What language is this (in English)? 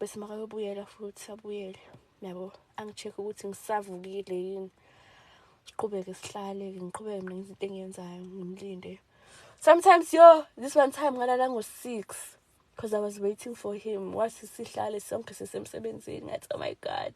Zulu